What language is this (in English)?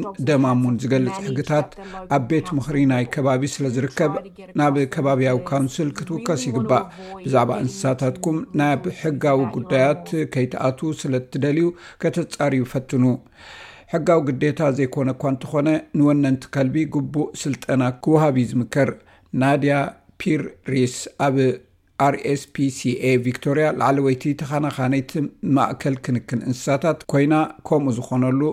Tigrinya